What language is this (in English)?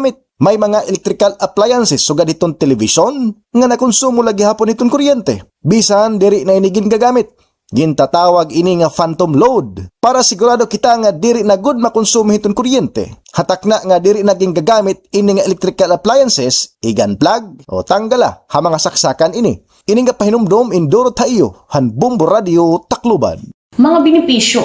Waray